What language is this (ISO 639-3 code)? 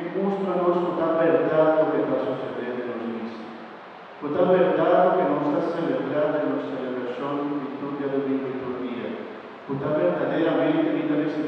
pap